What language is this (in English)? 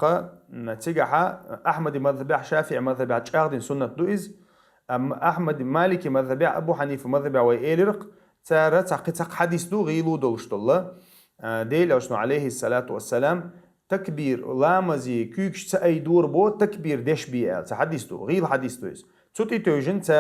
Chechen